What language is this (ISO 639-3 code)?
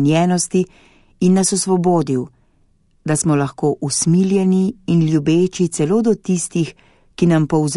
slv